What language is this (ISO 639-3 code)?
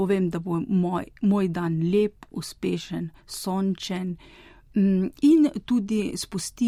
slv